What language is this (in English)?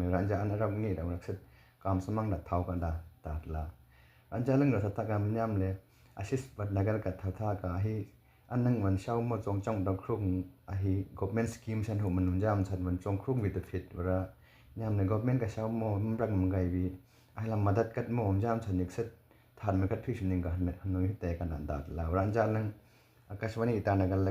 Miju-Mishmi